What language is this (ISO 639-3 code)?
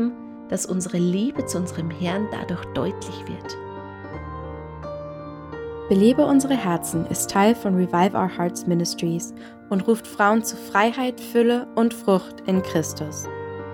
deu